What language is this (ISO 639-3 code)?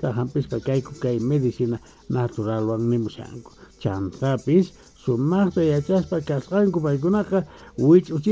que